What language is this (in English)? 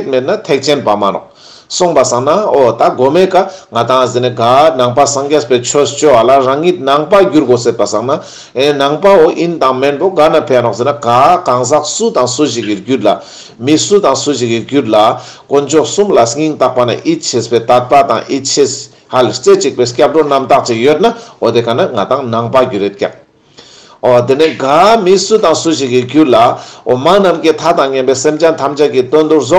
Ladakhi